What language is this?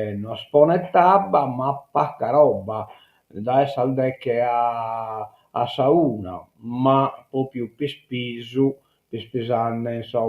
Sardinian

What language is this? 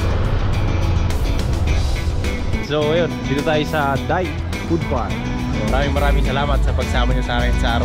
Filipino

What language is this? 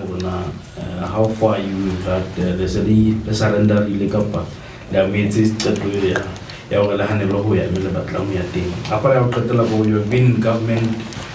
Southern Sotho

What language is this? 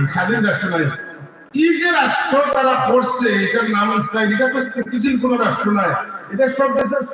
Sylheti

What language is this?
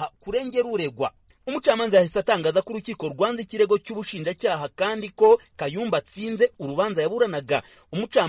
Kinyarwanda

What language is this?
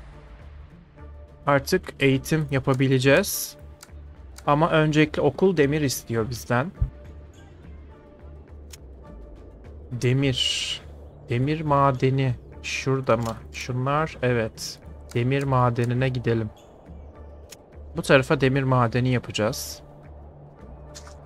Turkish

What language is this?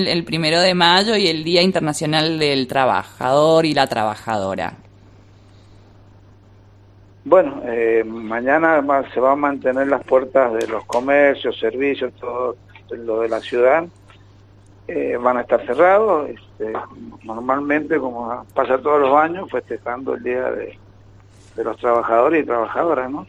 Spanish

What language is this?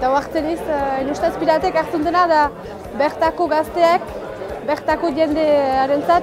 Basque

